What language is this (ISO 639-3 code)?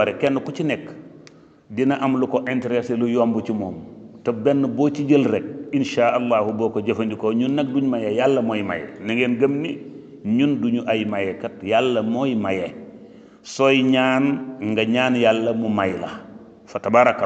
wol